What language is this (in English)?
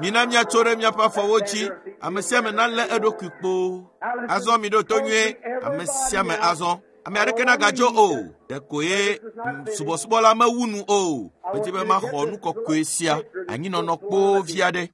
Ewe